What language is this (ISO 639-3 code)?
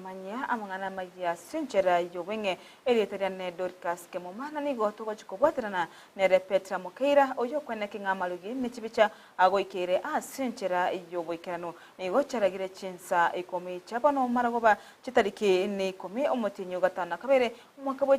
guz